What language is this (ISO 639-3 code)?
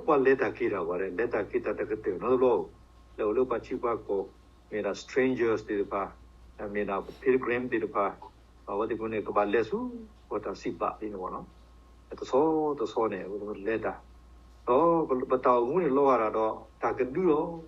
ksw